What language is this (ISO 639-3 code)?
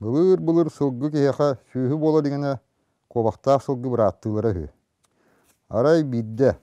sah